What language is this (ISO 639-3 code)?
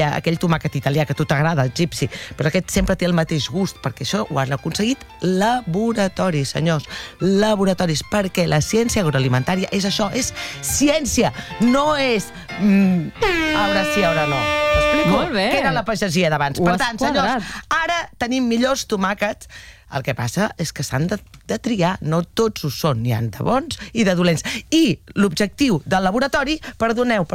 cat